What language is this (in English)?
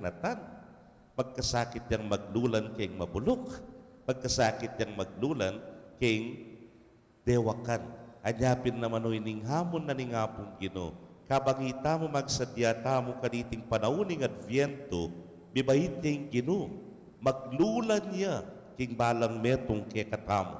Pampanga